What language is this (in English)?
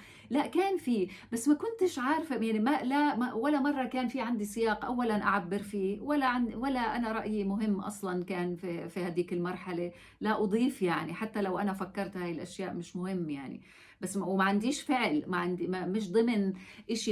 North Levantine Arabic